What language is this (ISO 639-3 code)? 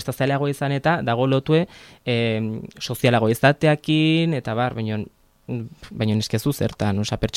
eus